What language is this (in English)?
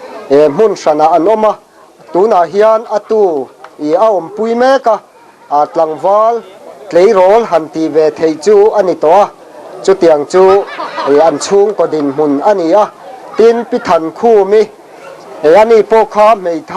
Mizo